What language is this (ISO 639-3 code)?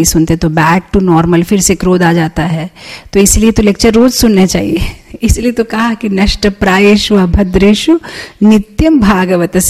hin